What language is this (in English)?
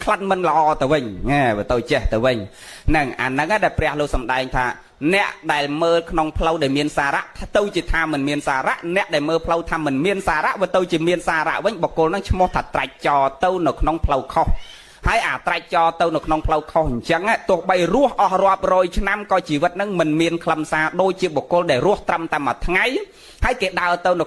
Khmer